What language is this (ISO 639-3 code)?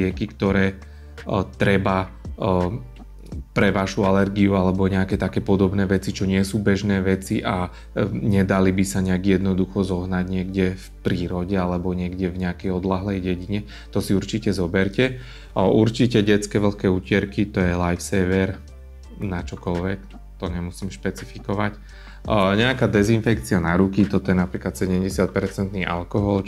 slk